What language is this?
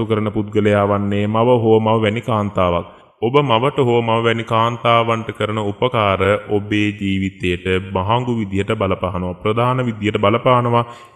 Sinhala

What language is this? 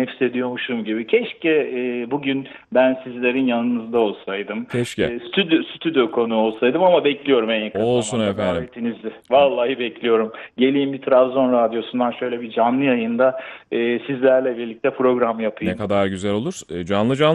Turkish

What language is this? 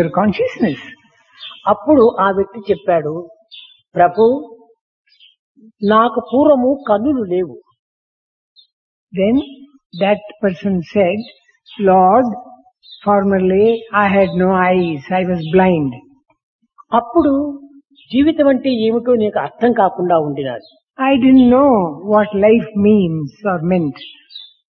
Telugu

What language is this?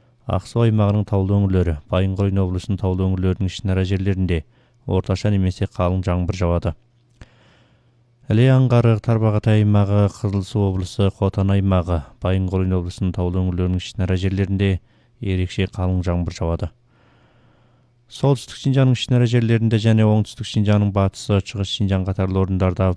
Kazakh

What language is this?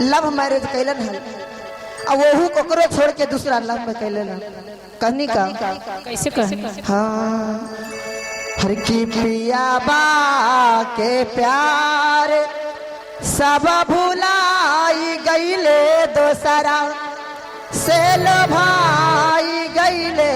Magahi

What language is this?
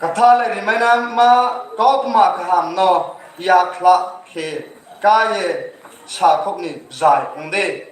Riang (India)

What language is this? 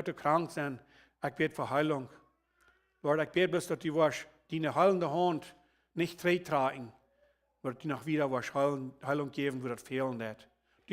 Plautdietsch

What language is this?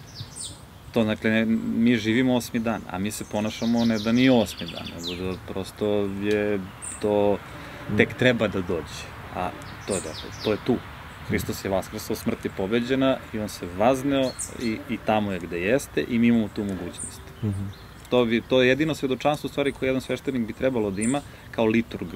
Serbian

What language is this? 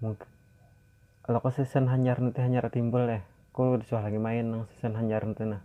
Banjar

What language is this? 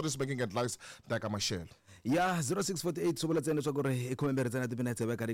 Tsonga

